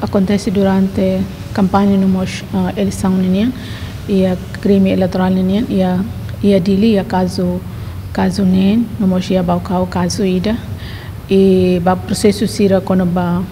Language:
Tetum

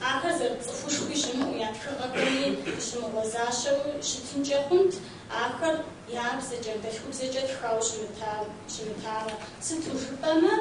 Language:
Kabardian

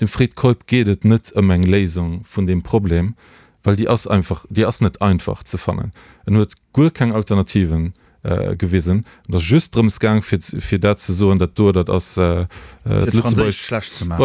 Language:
Luxembourgish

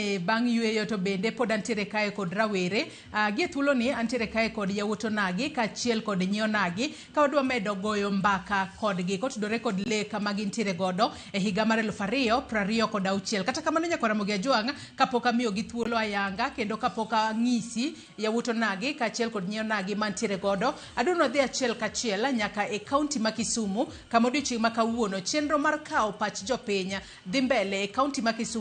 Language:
Luo (Kenya and Tanzania)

